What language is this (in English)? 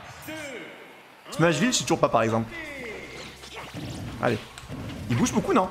French